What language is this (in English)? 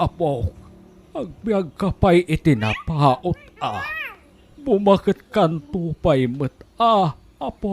Iloko